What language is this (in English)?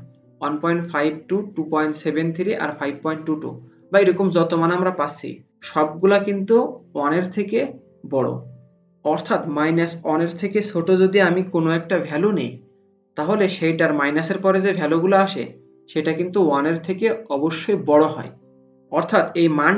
Bangla